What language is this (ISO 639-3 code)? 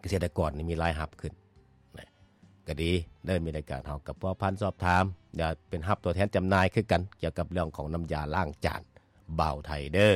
lao